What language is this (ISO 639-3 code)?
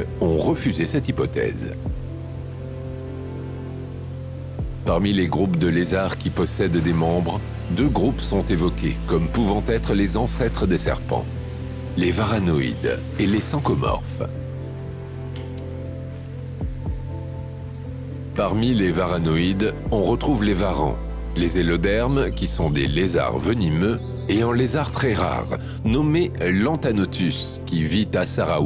fra